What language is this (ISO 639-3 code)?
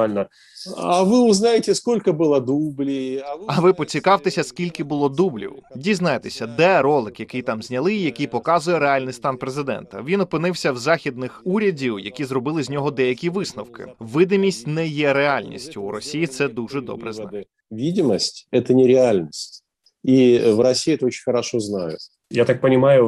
ukr